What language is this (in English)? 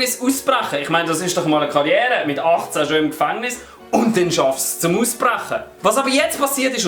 Swiss German